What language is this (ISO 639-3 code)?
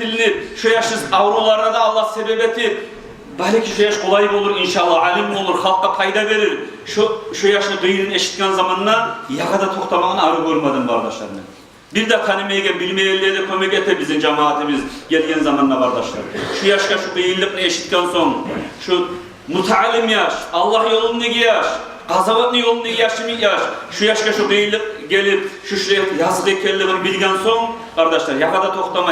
kum